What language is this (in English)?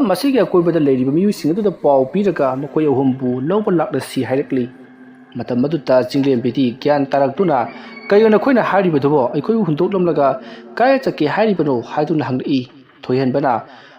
Manipuri